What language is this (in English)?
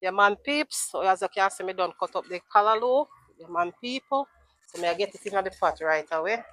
Jamaican Creole English